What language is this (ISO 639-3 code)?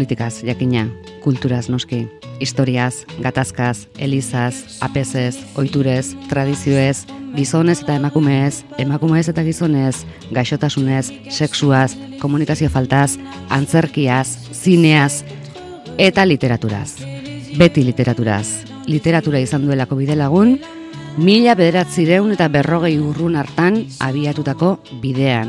eus